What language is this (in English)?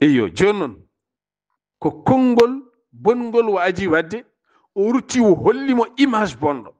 Fula